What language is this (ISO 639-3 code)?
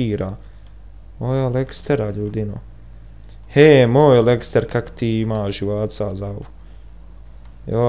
bos